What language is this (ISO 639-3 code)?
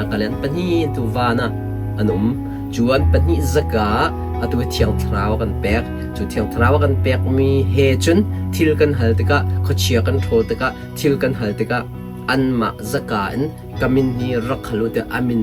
cnh